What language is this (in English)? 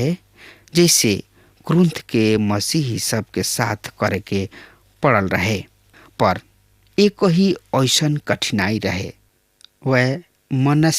Bhojpuri